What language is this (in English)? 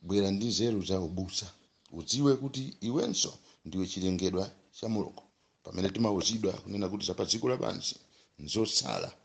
Nyanja